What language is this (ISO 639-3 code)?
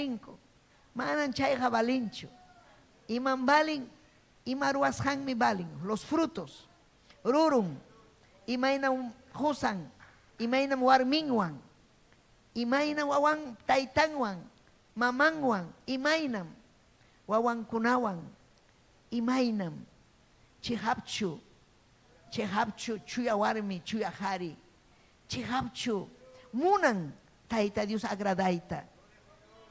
quy